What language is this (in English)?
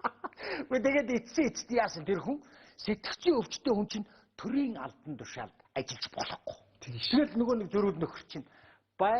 Mongolian